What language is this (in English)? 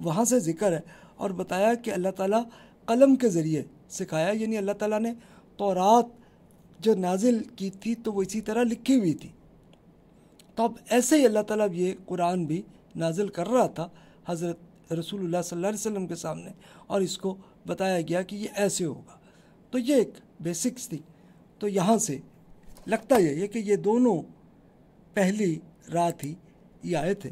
Urdu